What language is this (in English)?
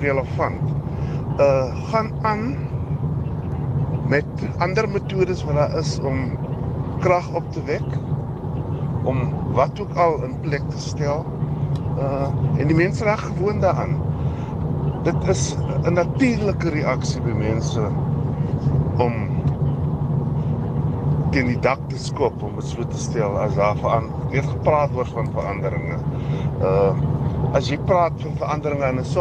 Afrikaans